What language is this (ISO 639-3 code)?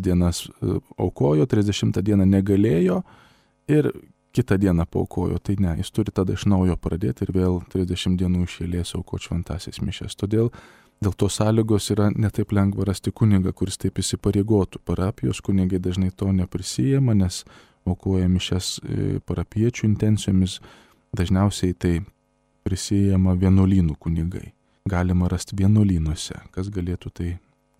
lit